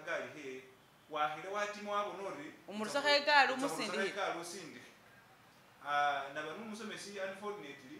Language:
Masaaba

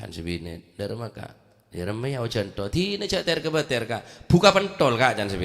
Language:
Madurese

